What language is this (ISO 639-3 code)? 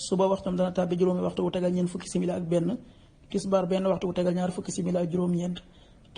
wol